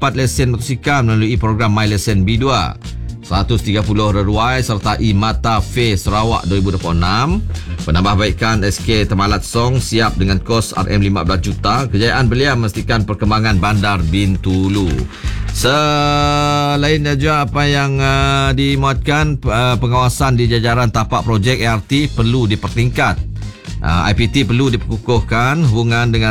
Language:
Malay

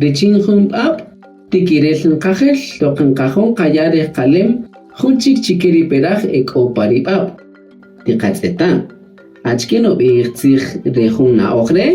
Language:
Kaqchikel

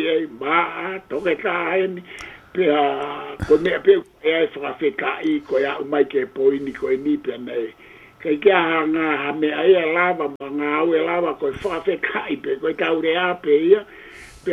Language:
Tongan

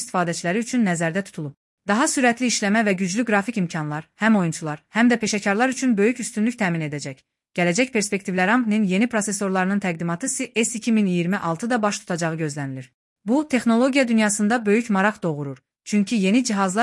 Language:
Azerbaijani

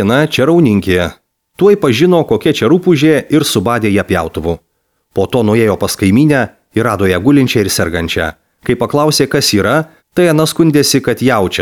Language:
Lithuanian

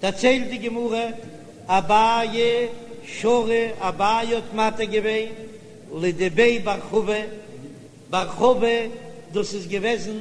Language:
Yiddish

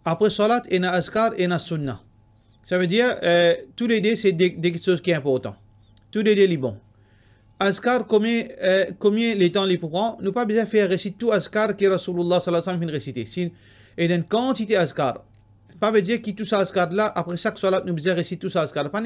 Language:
Morisyen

